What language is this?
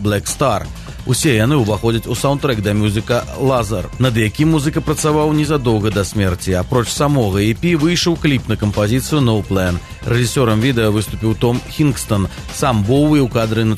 Belarusian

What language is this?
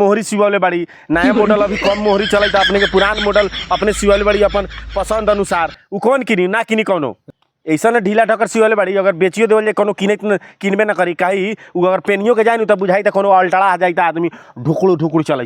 Bhojpuri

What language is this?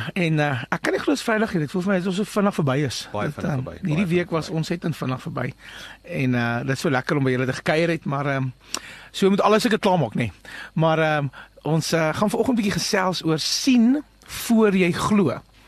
Afrikaans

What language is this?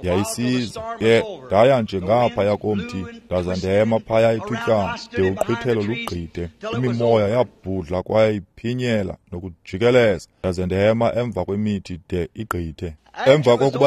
Xhosa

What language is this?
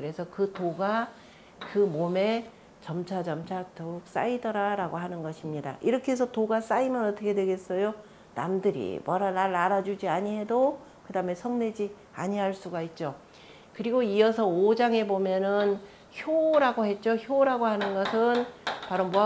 Korean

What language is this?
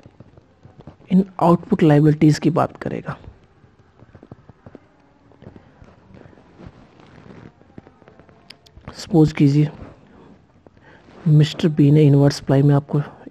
Hindi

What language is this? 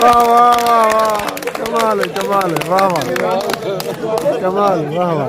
Saraiki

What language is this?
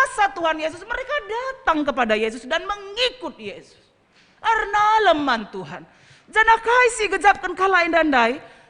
Batak Karo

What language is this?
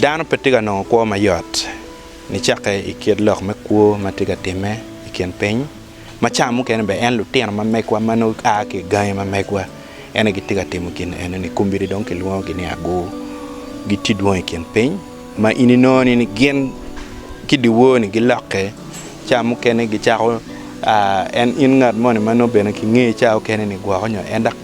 Acoli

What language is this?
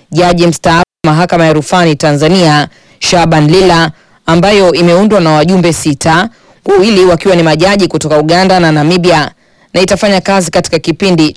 Swahili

